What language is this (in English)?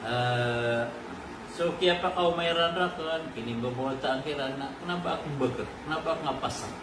Maranao